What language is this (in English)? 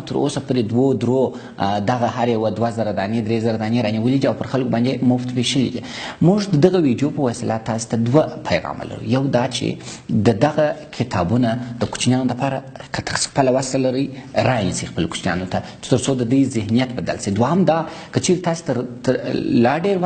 Pashto